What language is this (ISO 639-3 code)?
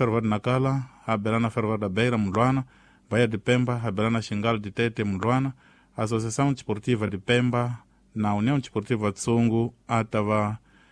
tso